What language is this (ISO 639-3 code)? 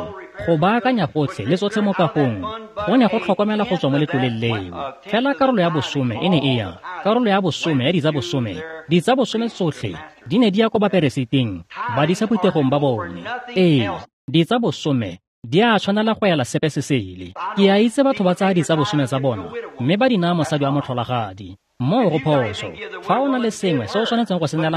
tsn